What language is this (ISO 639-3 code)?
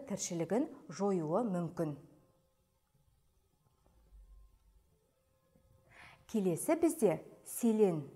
kaz